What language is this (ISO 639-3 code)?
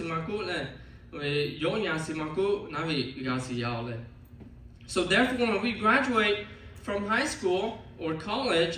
lhu